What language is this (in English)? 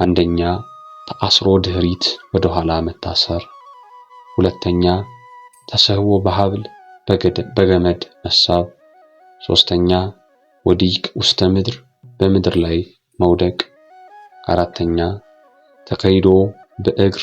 Amharic